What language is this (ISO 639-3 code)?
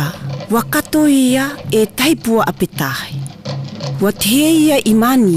mqm